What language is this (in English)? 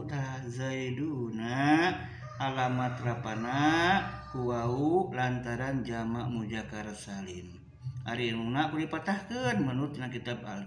Sundanese